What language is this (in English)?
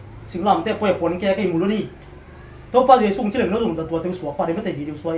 Tedim Chin